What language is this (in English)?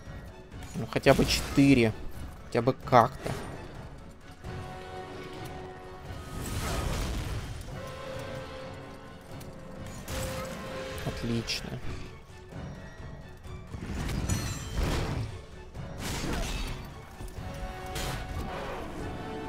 Russian